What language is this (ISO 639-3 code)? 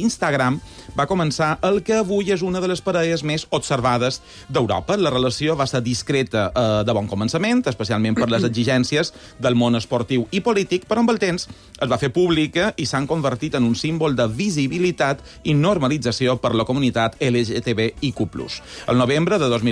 cat